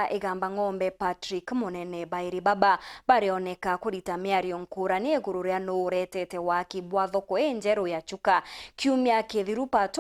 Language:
Meru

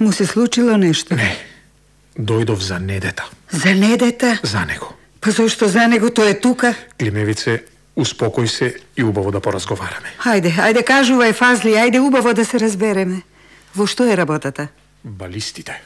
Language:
Macedonian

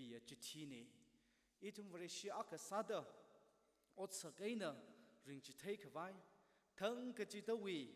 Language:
Tangkhul Naga (India)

